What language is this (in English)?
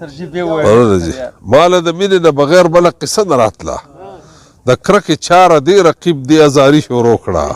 Pashto